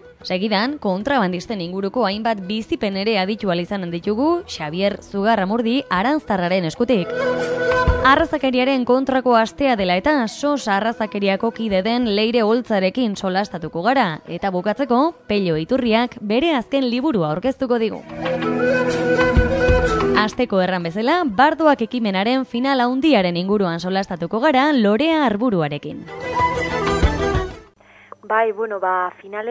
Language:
Basque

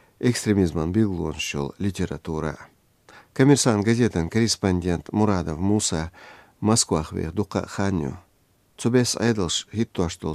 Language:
Chechen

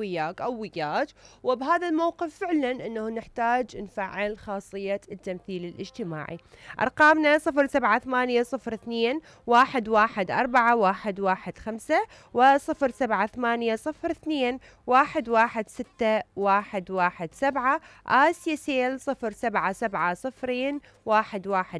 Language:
Mesopotamian Arabic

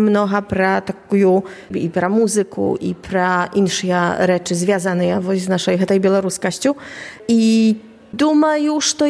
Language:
Belarusian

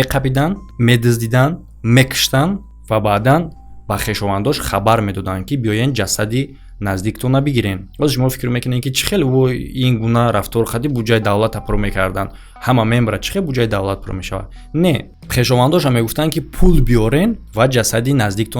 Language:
Tajik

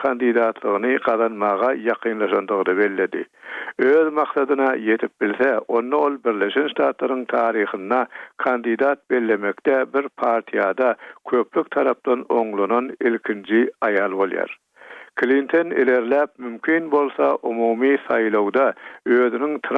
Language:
Turkmen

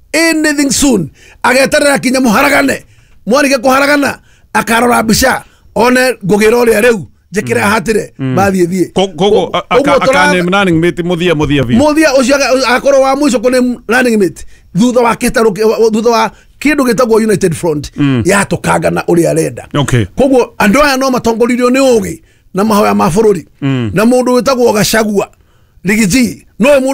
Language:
Kikuyu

